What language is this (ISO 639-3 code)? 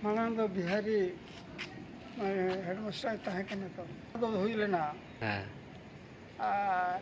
sat